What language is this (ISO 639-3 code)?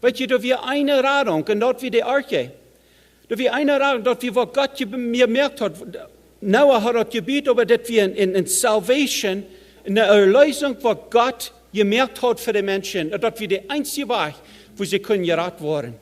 pdt